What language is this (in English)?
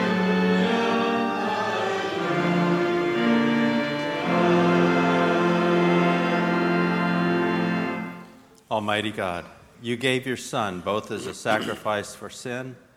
English